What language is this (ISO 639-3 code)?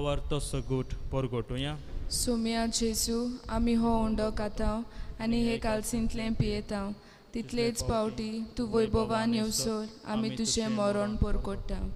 kok